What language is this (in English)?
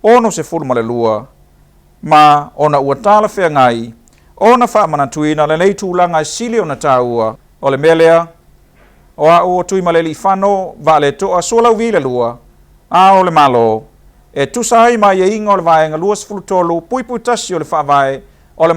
Samoan